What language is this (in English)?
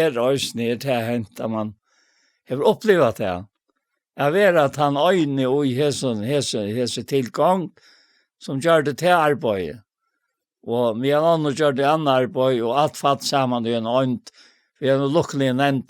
Faroese